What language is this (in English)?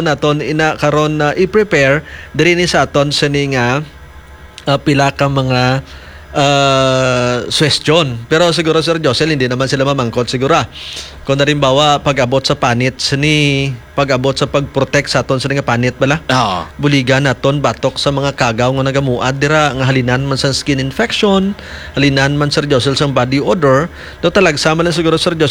Hiligaynon